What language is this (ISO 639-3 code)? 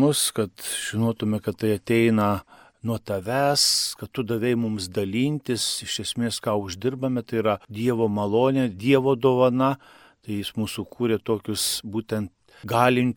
lit